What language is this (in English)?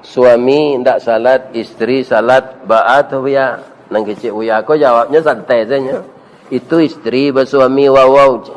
Minangkabau